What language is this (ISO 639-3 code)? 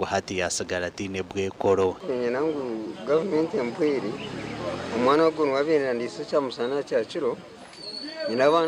nyn